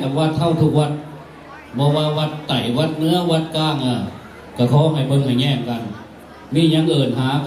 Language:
Lao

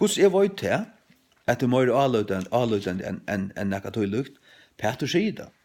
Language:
Faroese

